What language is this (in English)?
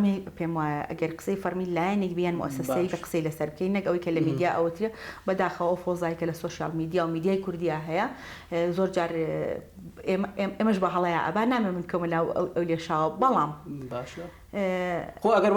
Central Kurdish